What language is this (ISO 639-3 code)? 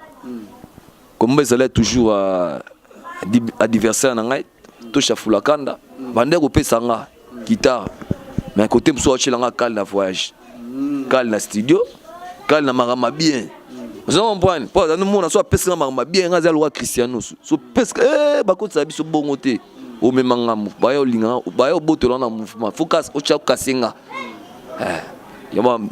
lin